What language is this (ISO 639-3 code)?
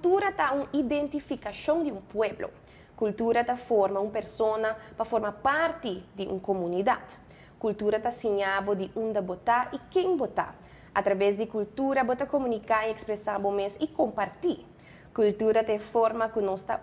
pap